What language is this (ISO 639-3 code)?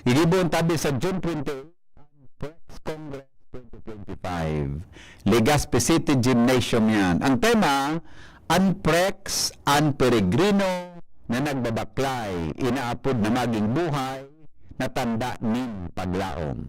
bik